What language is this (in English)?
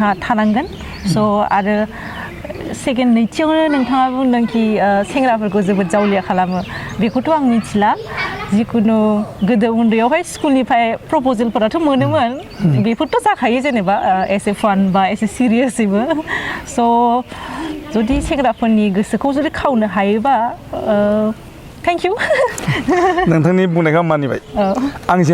Bodo